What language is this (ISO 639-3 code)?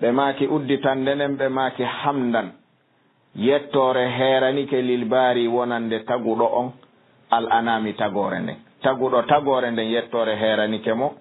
ful